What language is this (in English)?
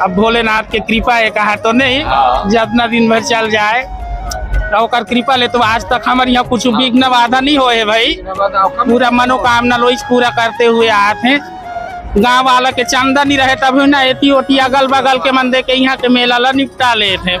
Chhattisgarhi